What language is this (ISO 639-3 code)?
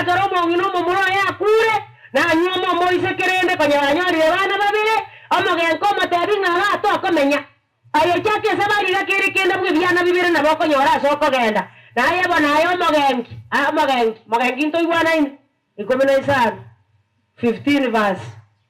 guz